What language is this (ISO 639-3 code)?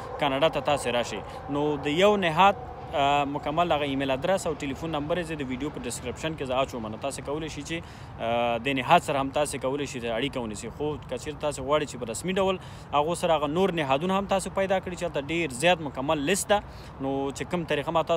pus